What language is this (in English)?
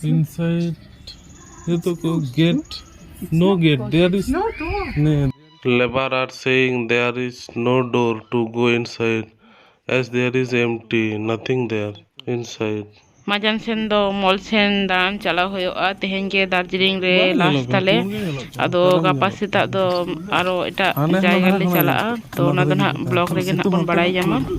Santali